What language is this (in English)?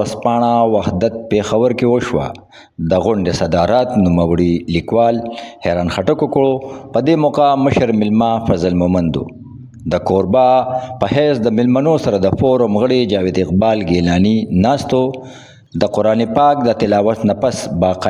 Pashto